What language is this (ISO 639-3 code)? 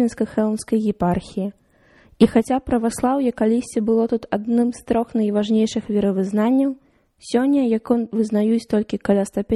bel